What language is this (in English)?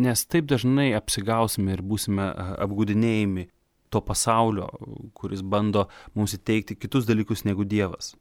Lithuanian